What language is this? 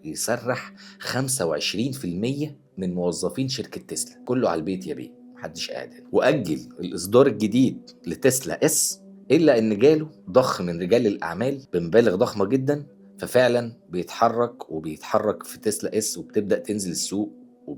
Egyptian Arabic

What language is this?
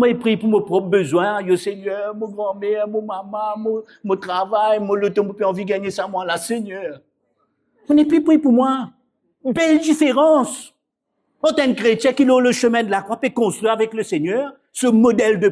Morisyen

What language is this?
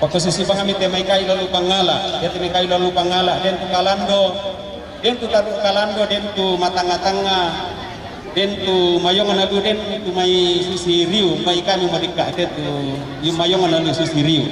Toraja-Sa'dan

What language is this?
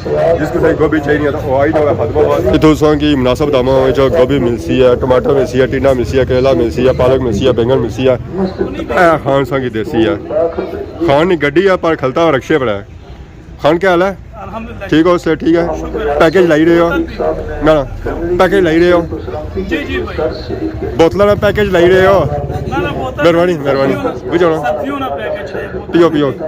Pahari-Potwari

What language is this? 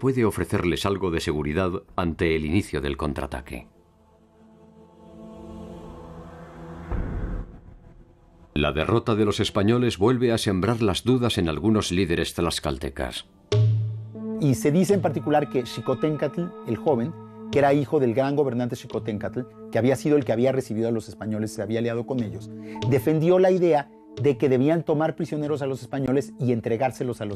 Spanish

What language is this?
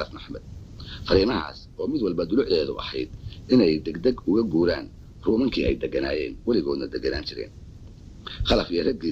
Somali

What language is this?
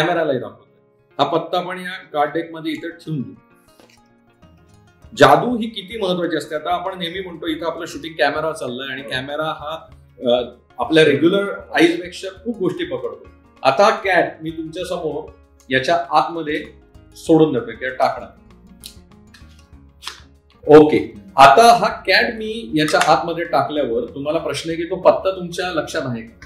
Marathi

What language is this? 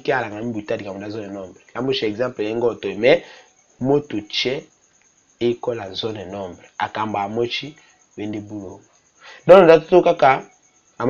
Tetela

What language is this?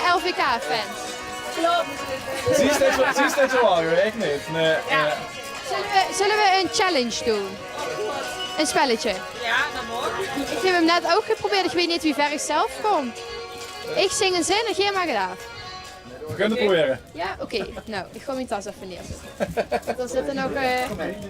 Limburgish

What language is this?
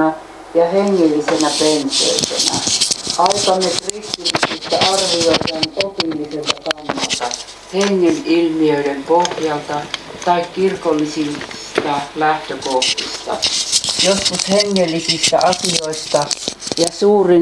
Finnish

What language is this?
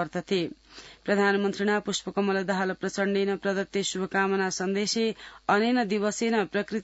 Sanskrit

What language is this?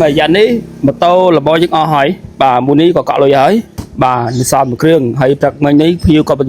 Khmer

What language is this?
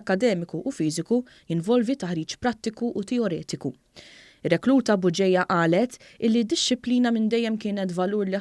Maltese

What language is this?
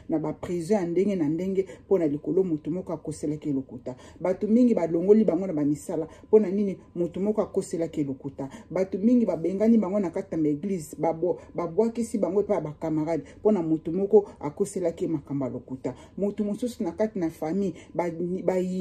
Lingala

